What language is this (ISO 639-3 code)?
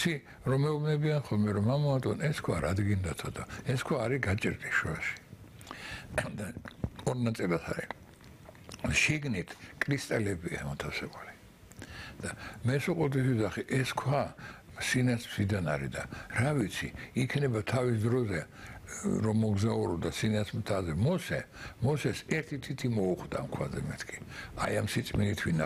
kat